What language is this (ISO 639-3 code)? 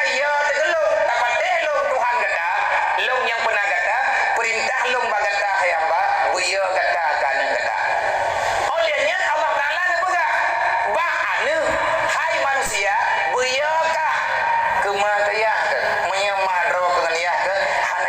ace